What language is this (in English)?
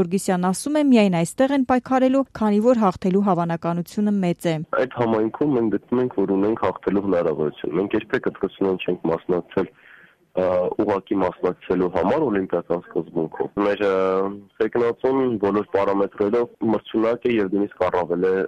Armenian